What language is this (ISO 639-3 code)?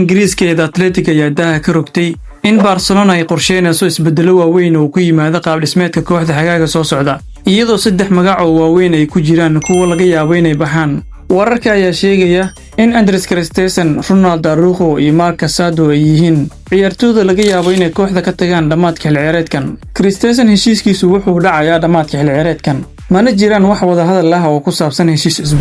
som